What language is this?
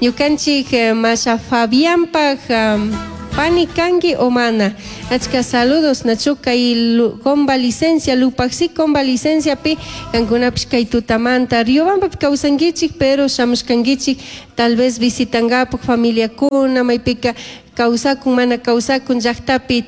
Chimborazo Highland Quichua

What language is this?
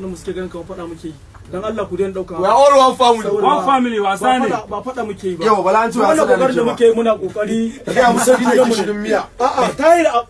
Hausa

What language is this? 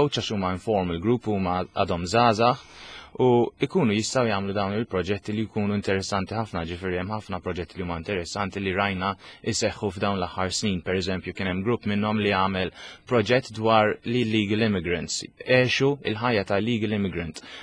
Maltese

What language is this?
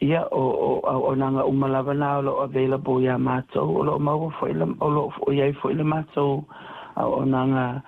Samoan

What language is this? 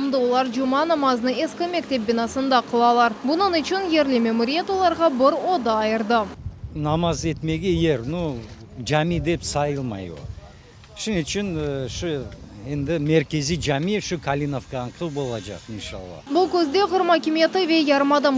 Crimean Tatar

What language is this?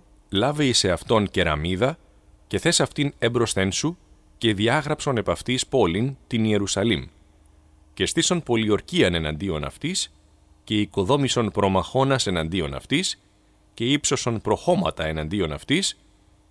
Greek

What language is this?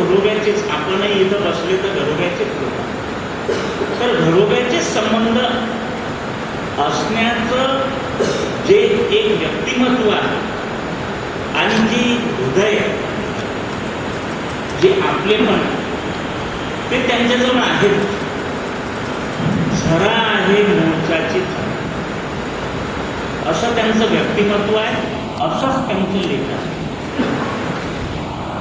Marathi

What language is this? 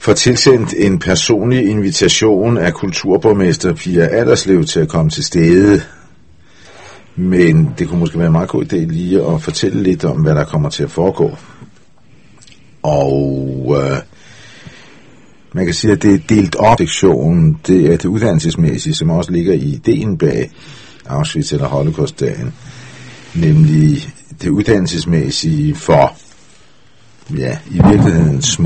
Danish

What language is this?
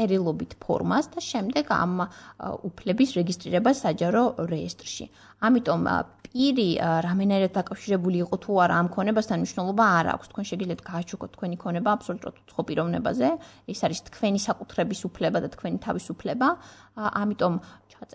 Georgian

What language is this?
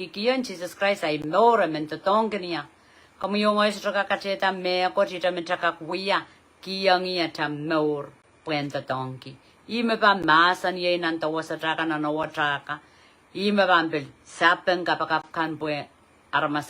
Pohnpeian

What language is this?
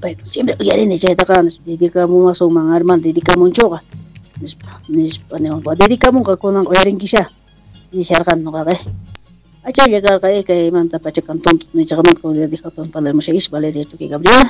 South Bolivian Quechua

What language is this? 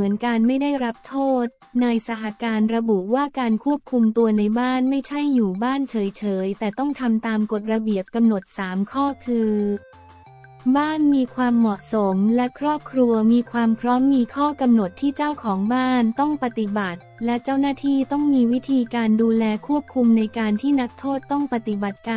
Thai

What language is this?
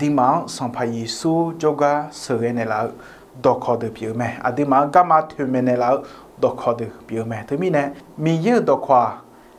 Akha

